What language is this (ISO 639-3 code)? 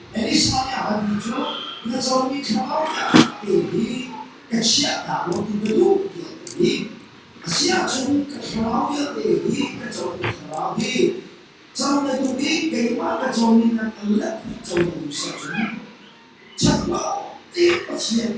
cnh